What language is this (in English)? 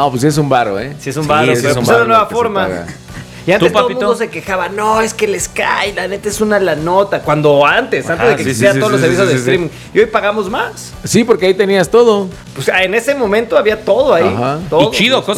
Spanish